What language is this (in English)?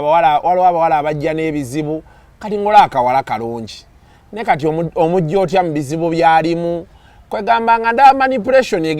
Ganda